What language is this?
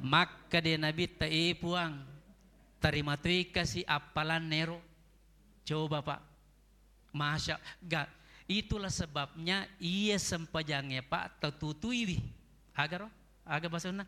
Buginese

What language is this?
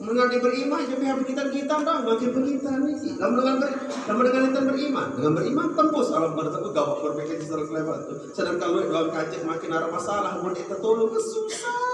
Sasak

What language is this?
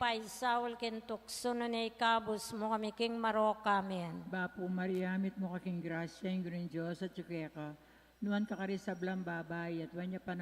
Pampanga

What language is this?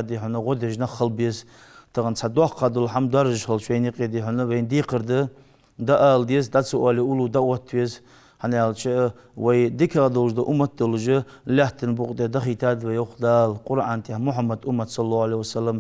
Ingush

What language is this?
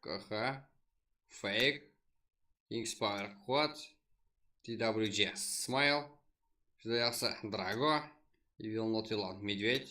Kara-Kalpak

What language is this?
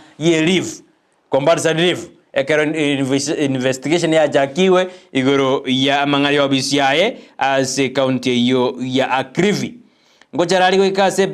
Gusii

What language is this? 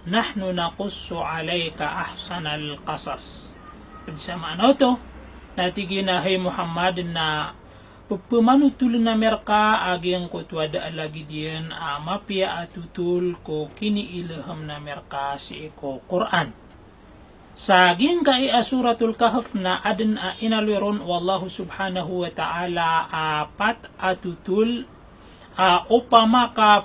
Maranao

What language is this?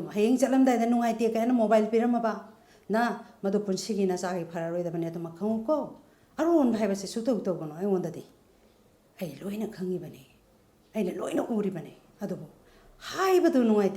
Manipuri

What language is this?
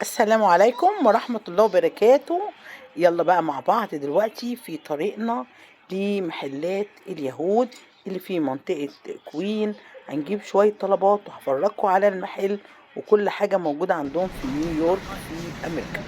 Egyptian Arabic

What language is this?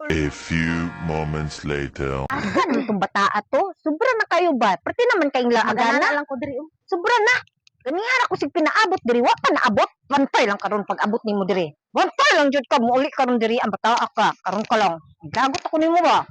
Cebuano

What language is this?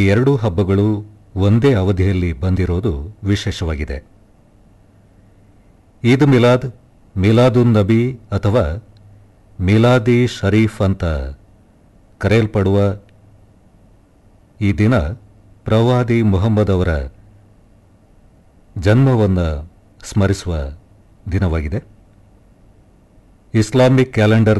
Kannada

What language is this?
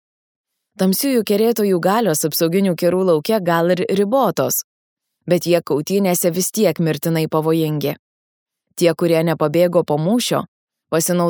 Lithuanian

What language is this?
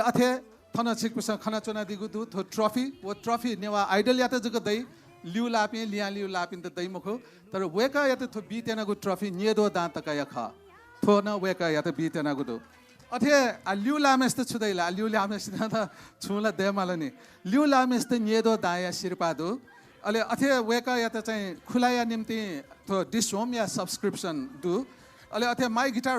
Newari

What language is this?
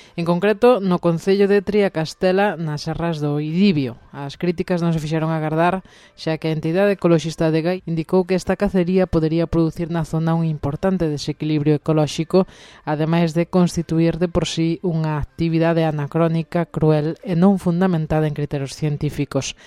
Galician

